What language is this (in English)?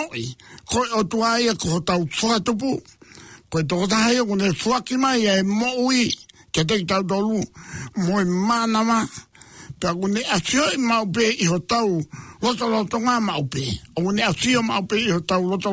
Tongan